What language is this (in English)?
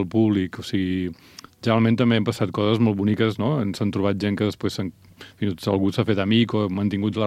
Catalan